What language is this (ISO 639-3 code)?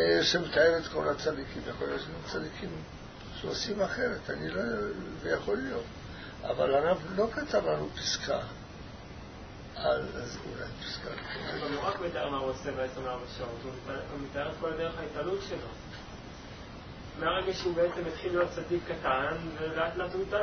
heb